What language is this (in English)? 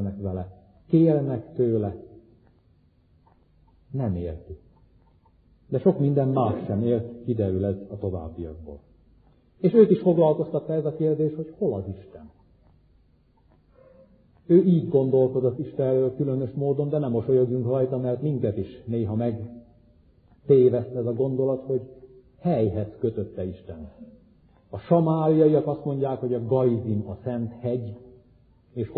Hungarian